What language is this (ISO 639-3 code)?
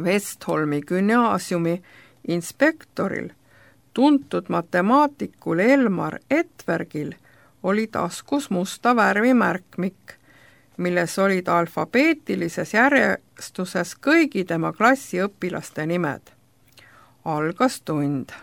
est